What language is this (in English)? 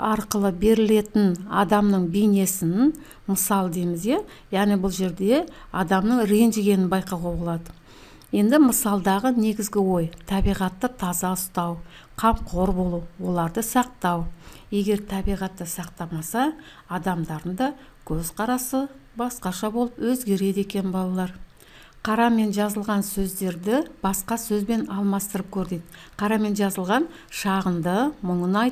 Kazakh